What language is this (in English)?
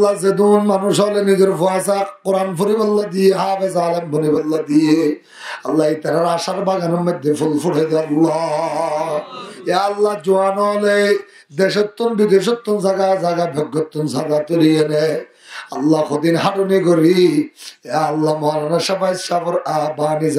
Rohingya